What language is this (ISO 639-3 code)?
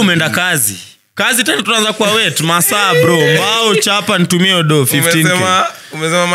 swa